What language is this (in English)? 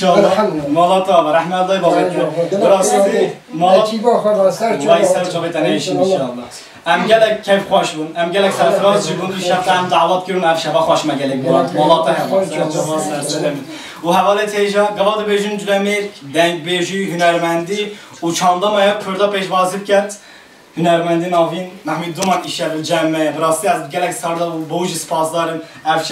Kurdish